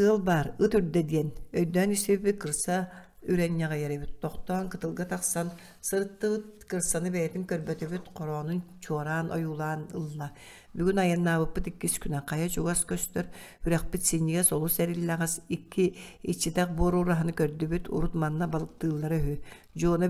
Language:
Yakut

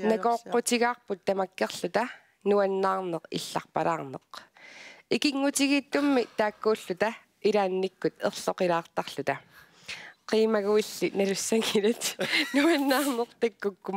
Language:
Kalaallisut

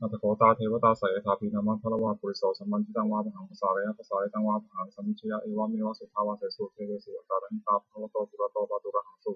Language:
Pali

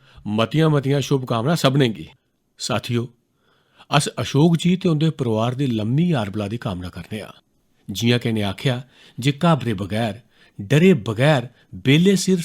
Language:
Dogri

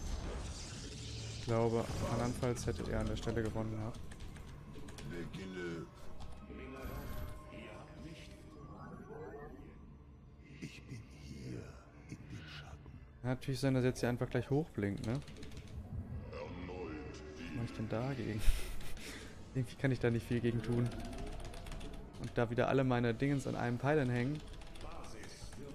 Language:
German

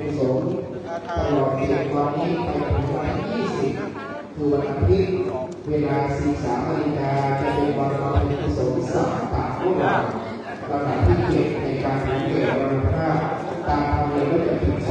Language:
Thai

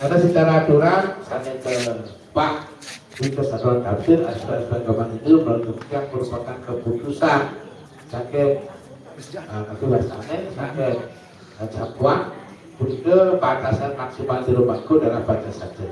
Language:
Balinese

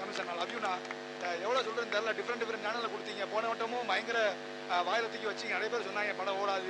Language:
Tamil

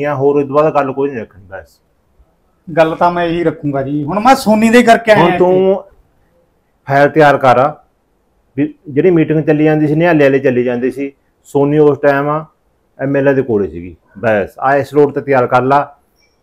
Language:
Punjabi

